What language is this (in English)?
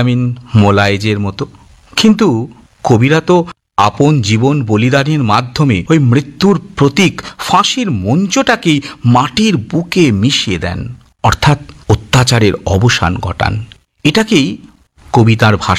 Bangla